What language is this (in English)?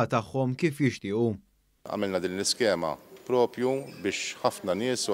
Maltese